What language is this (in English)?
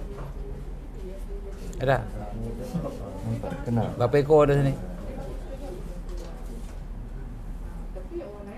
Malay